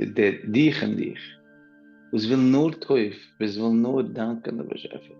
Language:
Yiddish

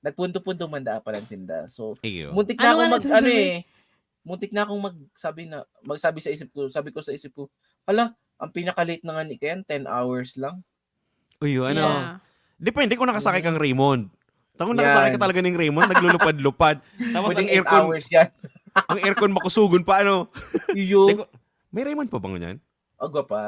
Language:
Bikol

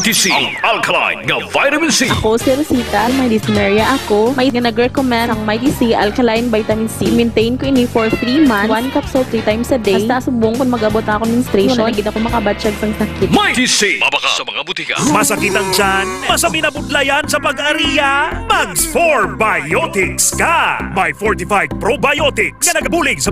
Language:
Hiligaynon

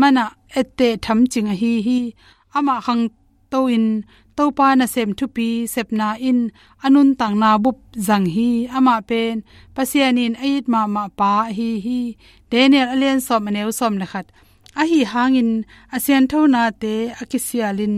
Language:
Tedim Chin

